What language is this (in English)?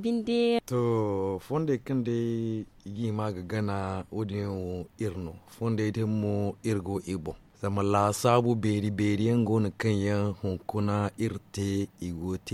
Zarma